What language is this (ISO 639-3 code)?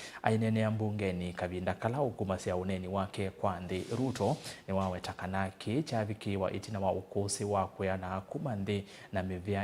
kam